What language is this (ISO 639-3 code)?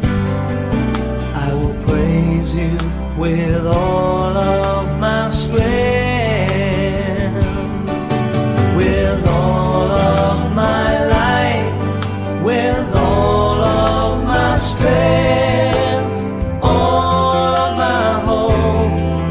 eng